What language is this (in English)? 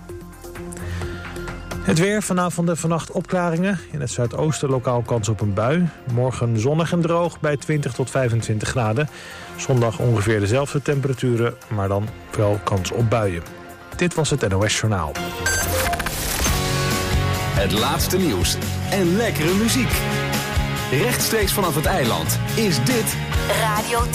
Dutch